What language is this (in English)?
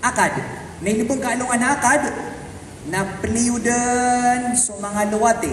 Maranao